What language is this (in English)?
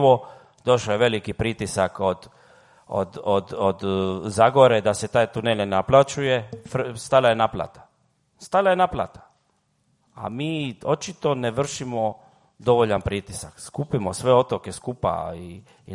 Croatian